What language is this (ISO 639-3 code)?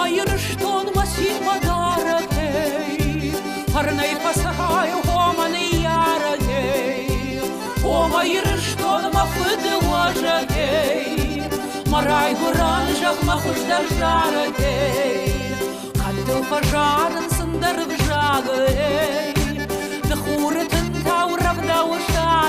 oss